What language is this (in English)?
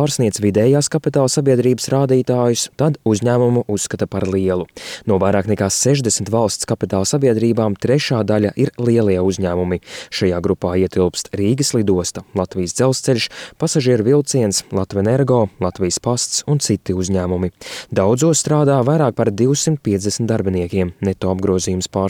Latvian